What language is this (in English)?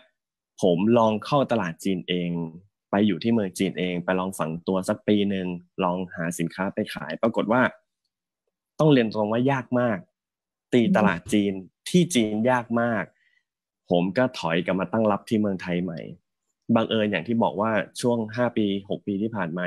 Thai